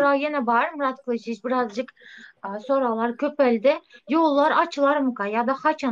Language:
Turkmen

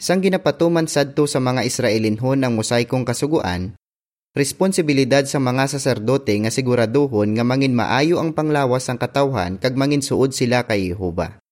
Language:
Hiligaynon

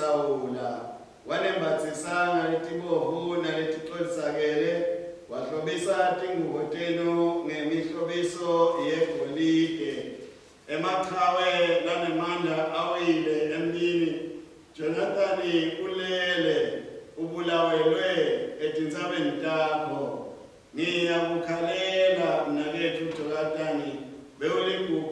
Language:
Swati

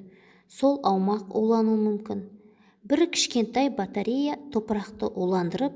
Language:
Kazakh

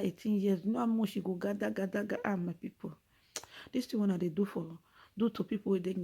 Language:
Nigerian Pidgin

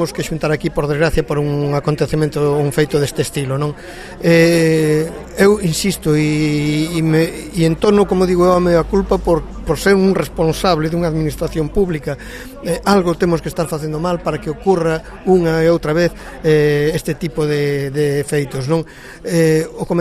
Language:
Galician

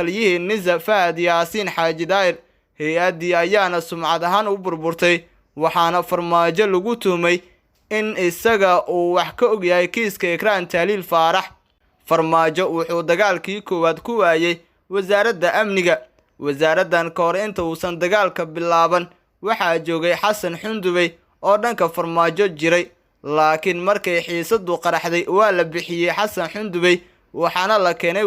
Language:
Somali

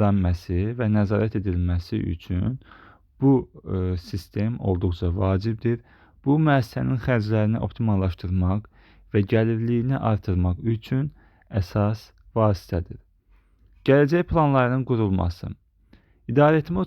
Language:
Azerbaijani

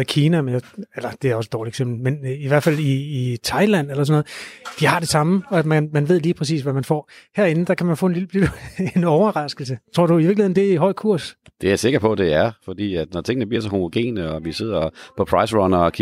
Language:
Danish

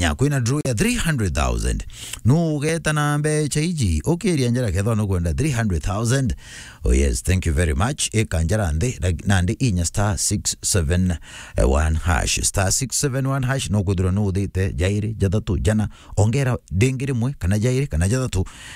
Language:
Meru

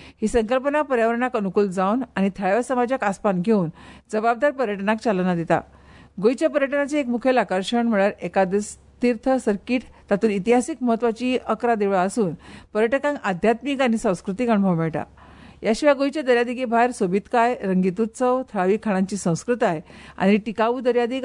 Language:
Konkani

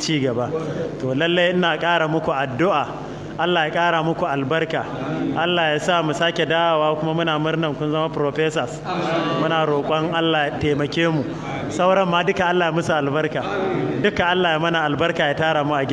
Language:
Hausa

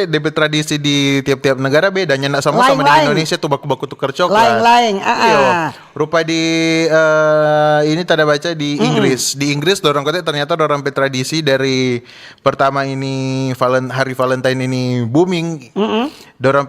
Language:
Manado Malay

